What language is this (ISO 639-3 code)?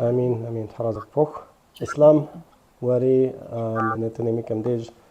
kbd